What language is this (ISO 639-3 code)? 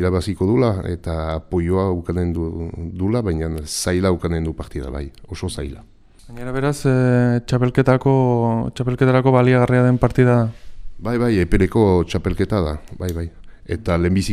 eus